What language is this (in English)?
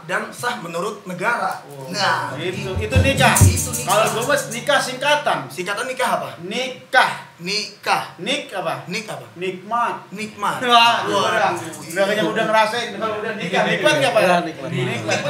Betawi